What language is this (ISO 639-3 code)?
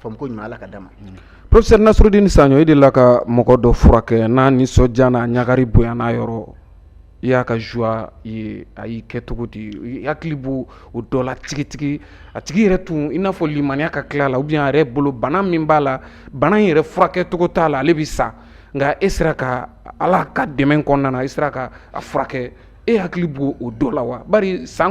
bam